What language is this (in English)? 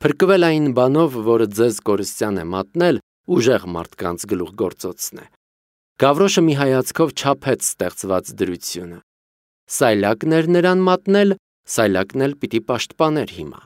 Armenian